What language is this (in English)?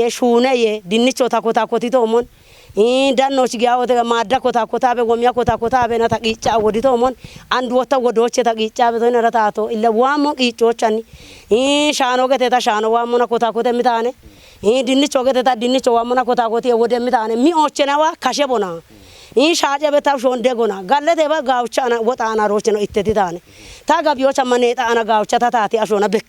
Kafa